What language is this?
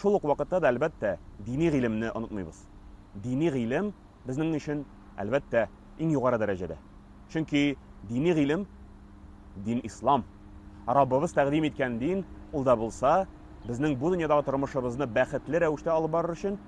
Tatar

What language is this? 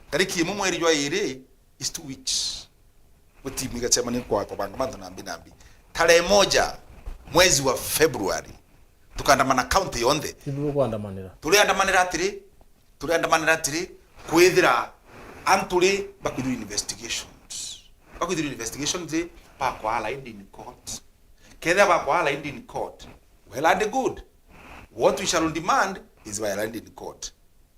Meru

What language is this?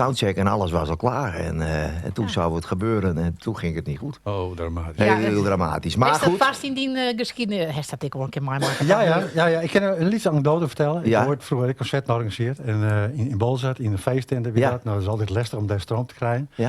Western Frisian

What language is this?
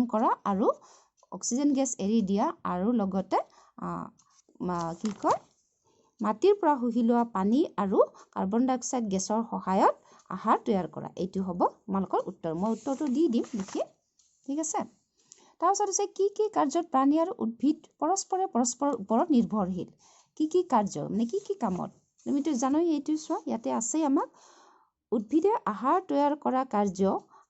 Assamese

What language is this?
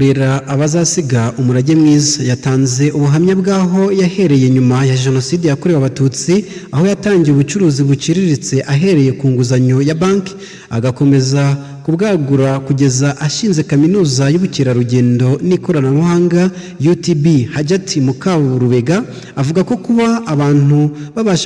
Kinyarwanda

